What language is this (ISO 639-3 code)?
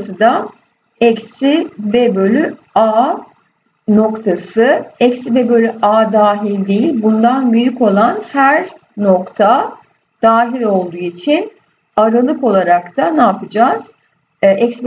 tur